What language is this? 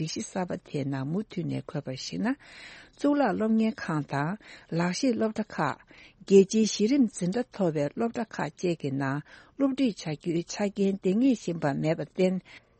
Tibetan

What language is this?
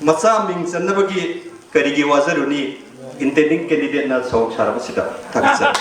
Manipuri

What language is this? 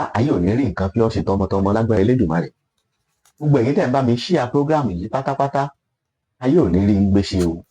Yoruba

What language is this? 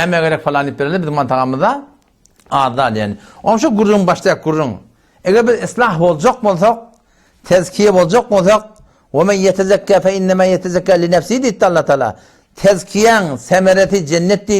Turkmen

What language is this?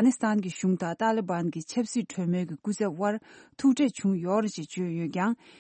Tibetan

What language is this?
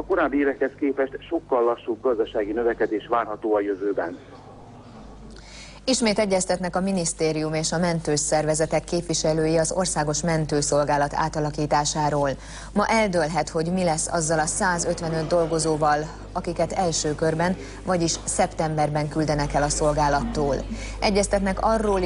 Hungarian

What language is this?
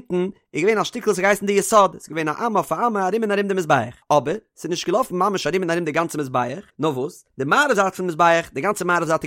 Yiddish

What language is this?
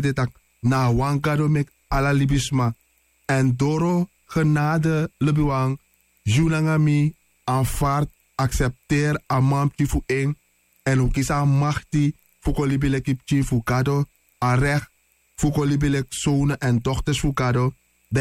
Sranan Tongo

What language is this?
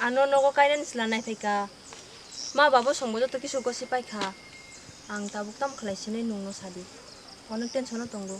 Kok Borok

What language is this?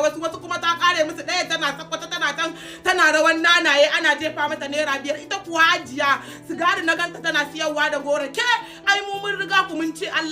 Hausa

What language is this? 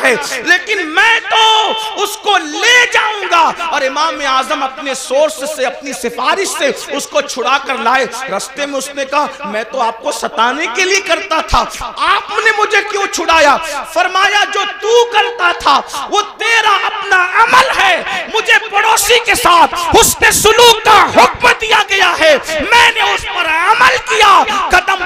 Urdu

